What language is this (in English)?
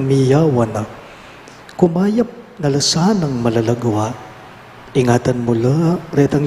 Pampanga